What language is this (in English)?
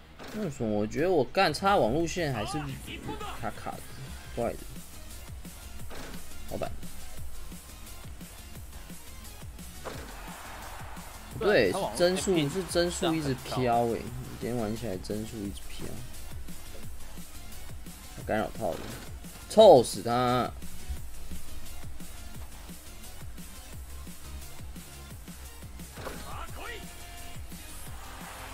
Chinese